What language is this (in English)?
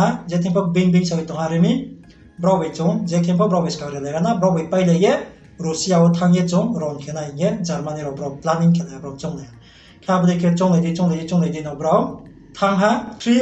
Riang (India)